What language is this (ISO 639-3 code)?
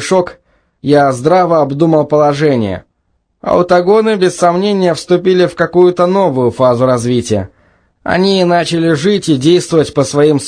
rus